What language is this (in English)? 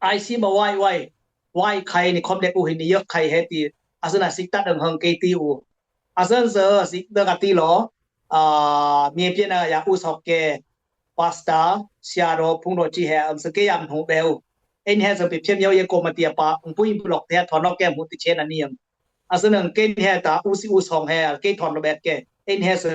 Dimasa